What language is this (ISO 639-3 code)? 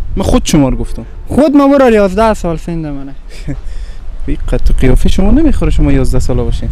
fas